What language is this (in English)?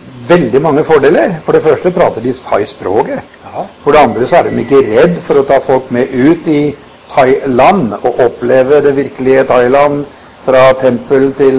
Norwegian